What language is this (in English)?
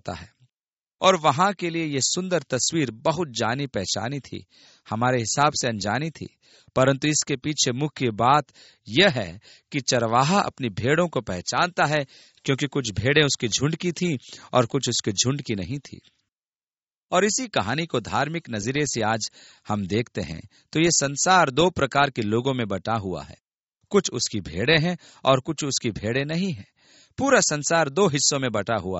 Hindi